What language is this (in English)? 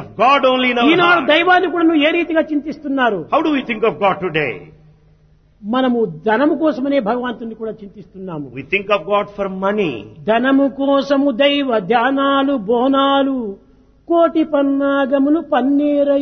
Telugu